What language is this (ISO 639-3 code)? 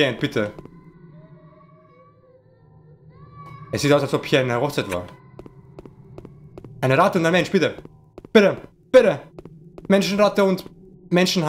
deu